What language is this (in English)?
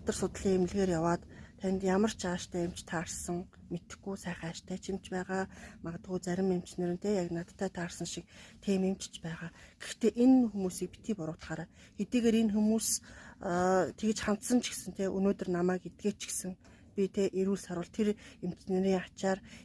Mongolian